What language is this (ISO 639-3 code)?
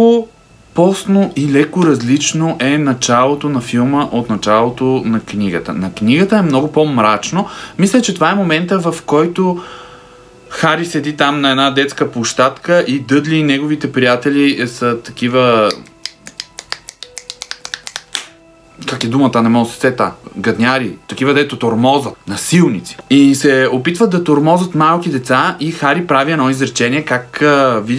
bul